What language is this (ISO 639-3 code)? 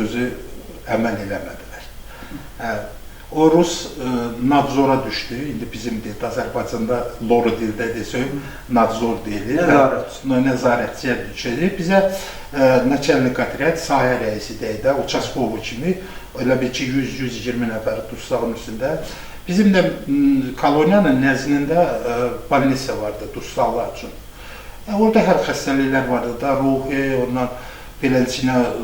aze